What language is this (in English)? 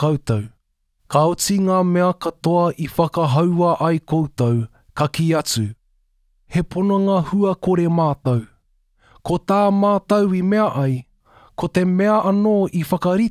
Māori